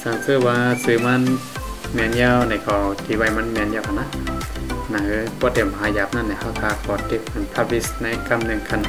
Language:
Shan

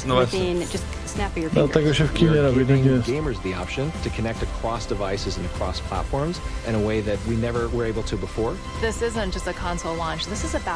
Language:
Polish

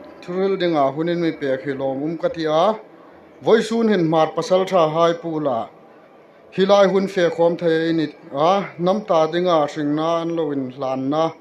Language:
Hmar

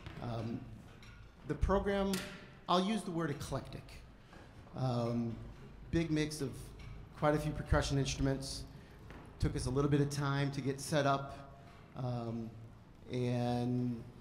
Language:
English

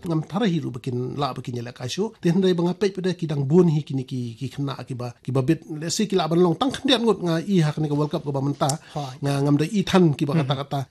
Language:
Khasi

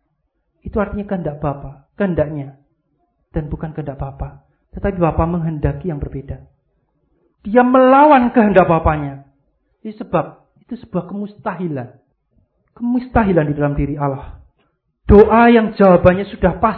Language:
Indonesian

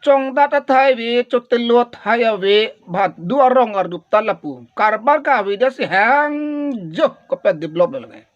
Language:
Karbi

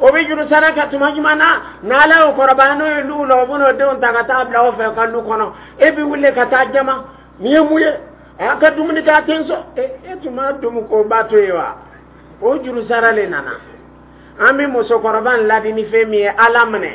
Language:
Dyula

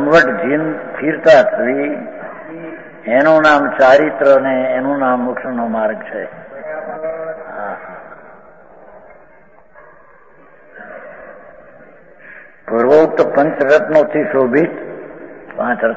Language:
Gujarati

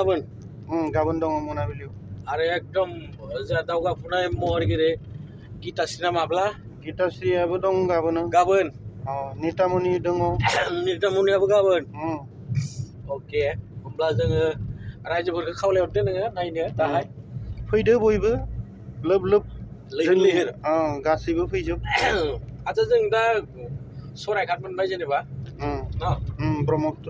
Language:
Bodo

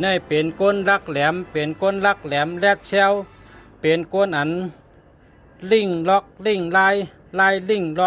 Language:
Shan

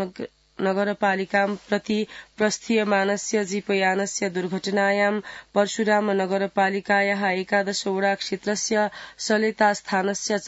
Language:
Sanskrit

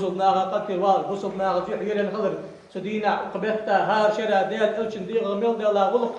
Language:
Ingush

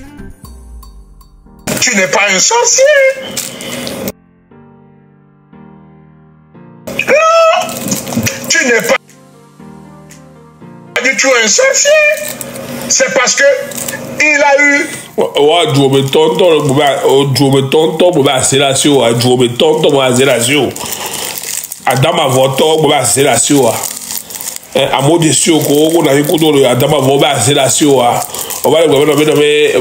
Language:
French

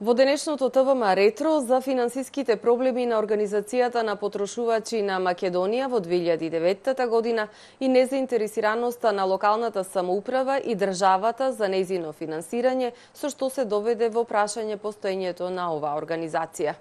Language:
Macedonian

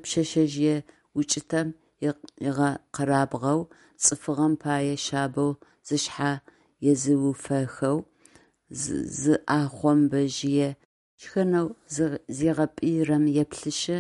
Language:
Adyghe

